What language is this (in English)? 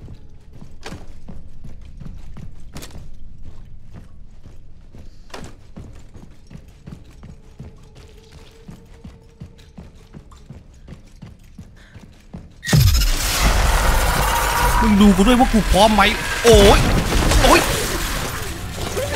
Thai